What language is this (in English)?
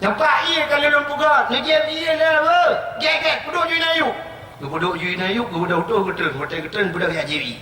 Achinese